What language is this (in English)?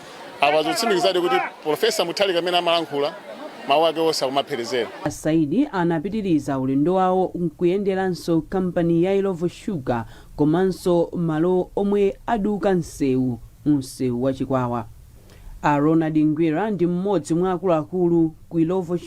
Nyanja